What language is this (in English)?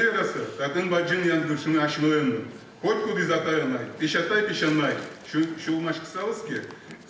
Udmurt